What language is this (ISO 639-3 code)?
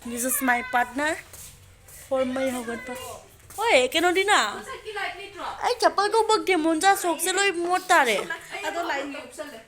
mni